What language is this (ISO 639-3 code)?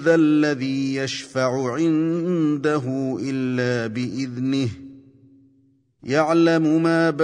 ara